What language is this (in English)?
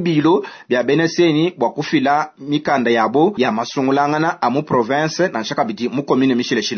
Luba-Lulua